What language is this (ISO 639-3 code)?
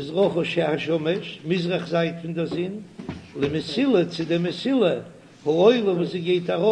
yid